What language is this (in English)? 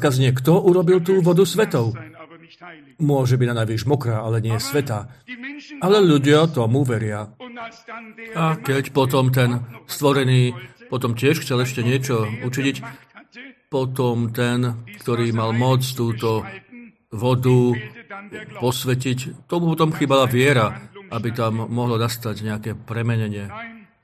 Slovak